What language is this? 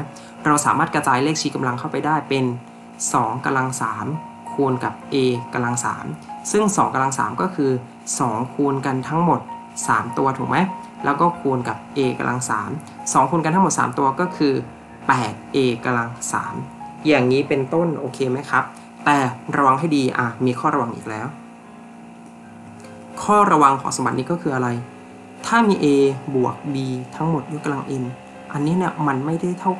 Thai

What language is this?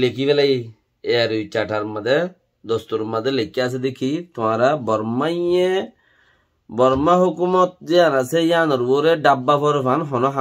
Rohingya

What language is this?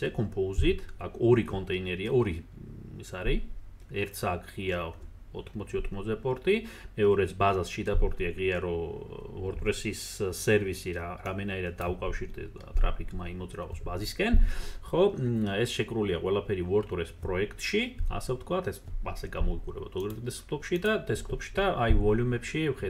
Georgian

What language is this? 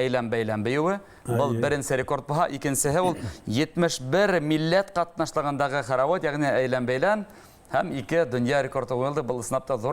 Bashkir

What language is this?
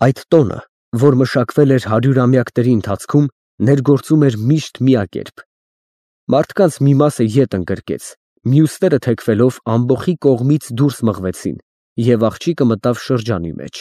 Armenian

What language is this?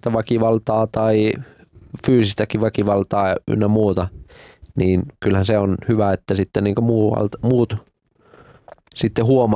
Finnish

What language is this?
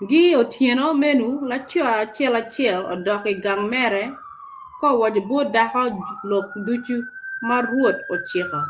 Acoli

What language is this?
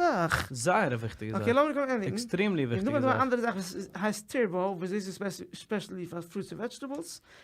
Yiddish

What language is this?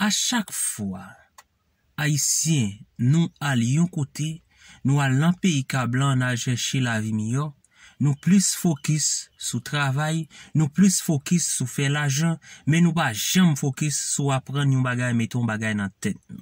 Haitian Creole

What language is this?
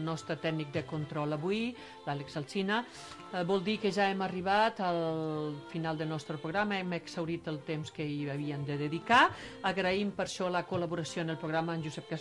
Catalan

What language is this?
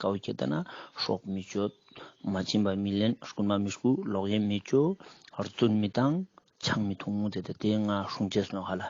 Ladakhi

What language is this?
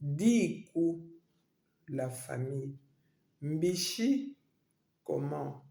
Luba-Lulua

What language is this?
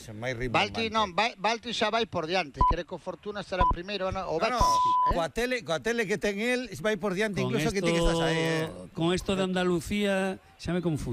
Galician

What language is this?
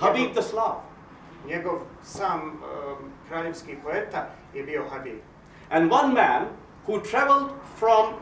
Bosnian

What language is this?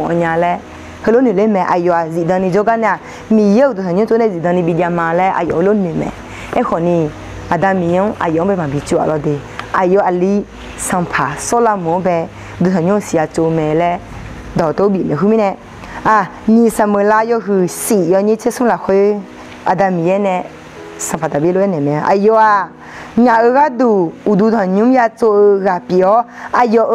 Akha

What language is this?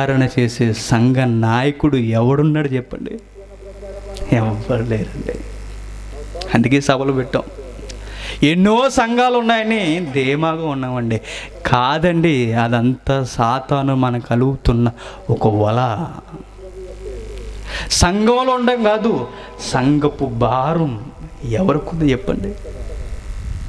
Telugu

